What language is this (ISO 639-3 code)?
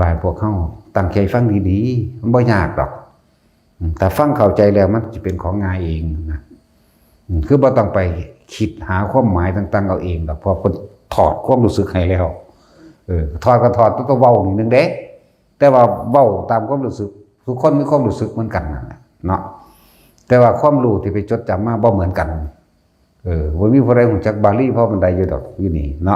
tts